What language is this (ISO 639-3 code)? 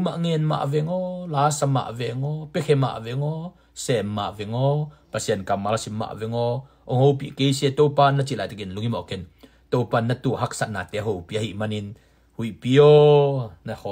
ctd